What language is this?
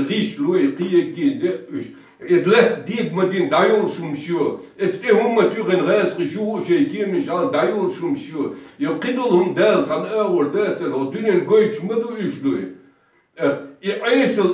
Chechen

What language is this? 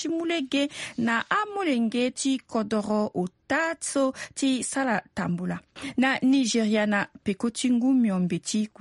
Sango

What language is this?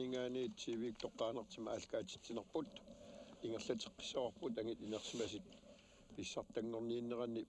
Kalaallisut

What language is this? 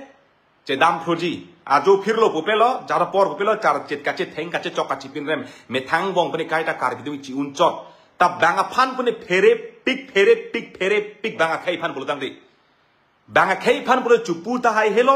Karbi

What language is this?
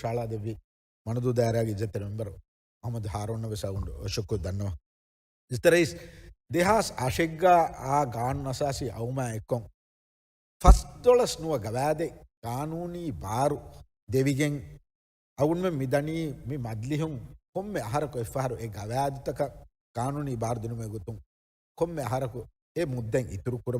Divehi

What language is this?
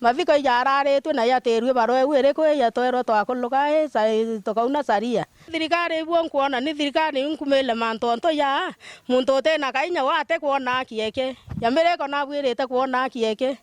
Meru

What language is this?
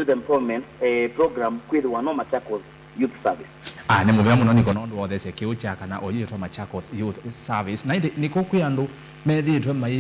Kamba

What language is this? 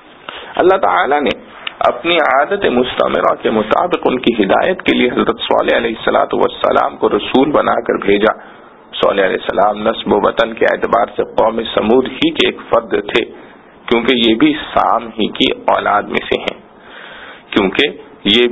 Urdu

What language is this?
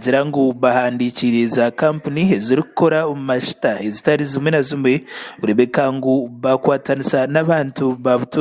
Nyankole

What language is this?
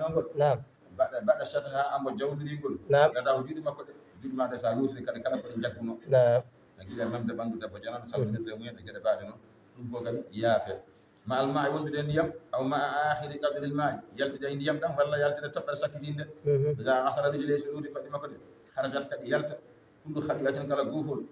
Fula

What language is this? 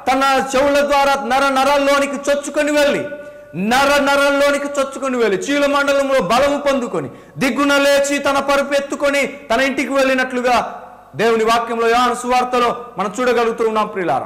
Telugu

